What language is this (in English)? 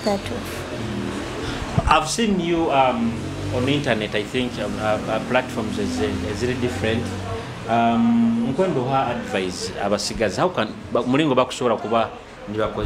Nyoro